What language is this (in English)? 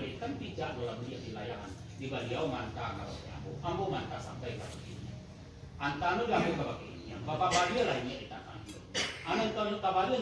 Minangkabau